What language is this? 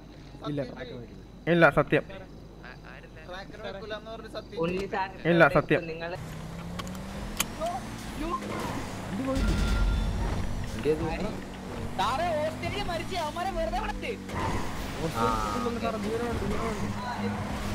Malayalam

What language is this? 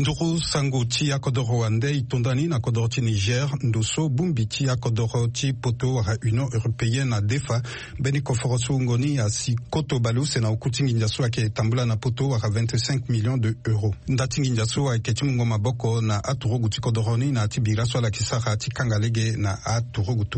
Sango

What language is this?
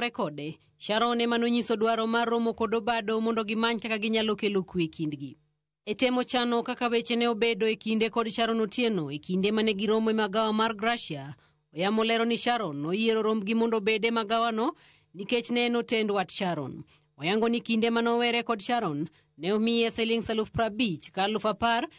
Luo (Kenya and Tanzania)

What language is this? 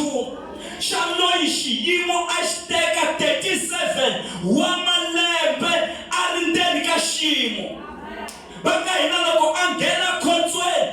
Tsonga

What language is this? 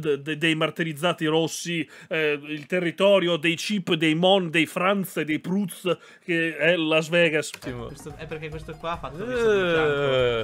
Italian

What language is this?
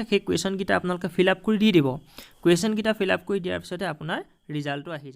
Assamese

